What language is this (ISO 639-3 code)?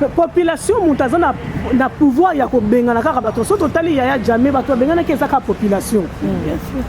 lin